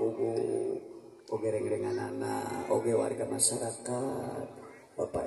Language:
Sundanese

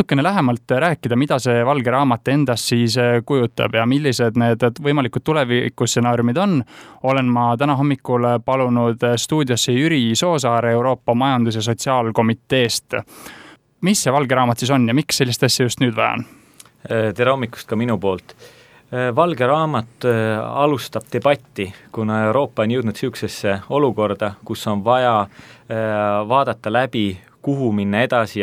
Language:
Estonian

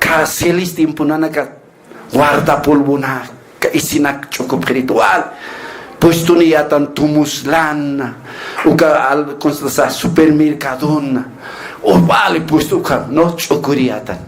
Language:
Aymara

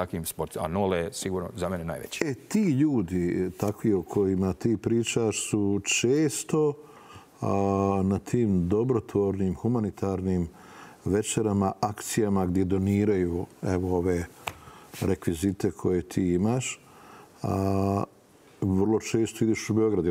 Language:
Serbian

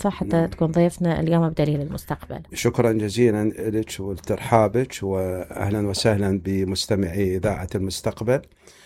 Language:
Mesopotamian Arabic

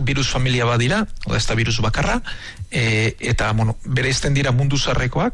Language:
Basque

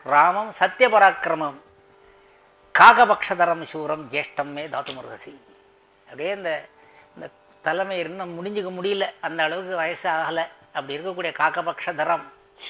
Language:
Tamil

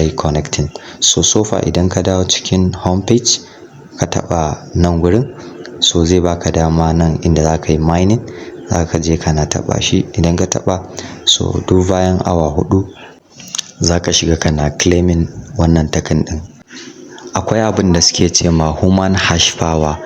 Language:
Hausa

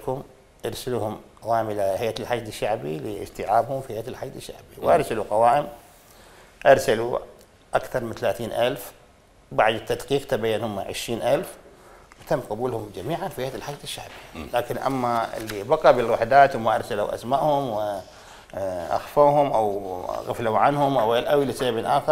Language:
Mesopotamian Arabic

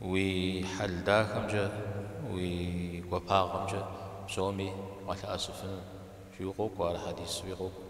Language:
Kabardian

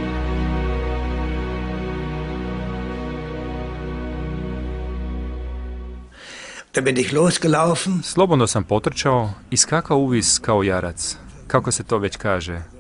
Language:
Croatian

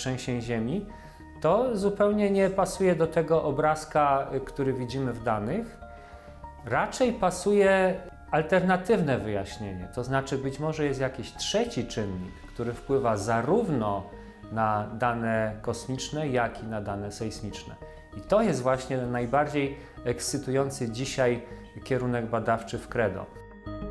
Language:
Polish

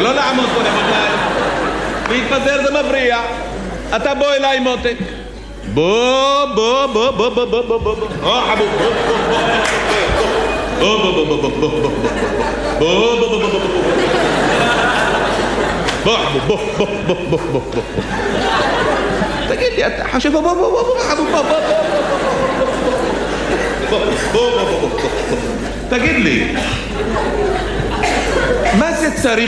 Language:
Hebrew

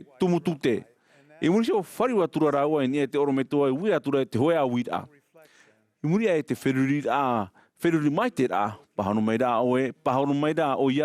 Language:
Tahitian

